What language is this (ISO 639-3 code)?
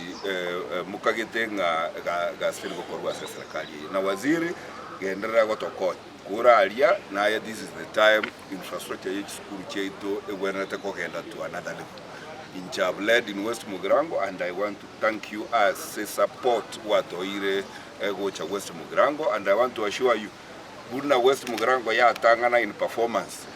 guz